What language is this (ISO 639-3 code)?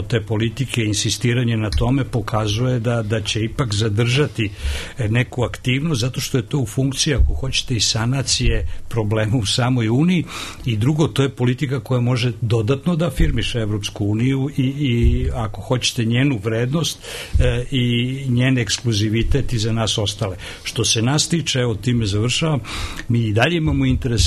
srp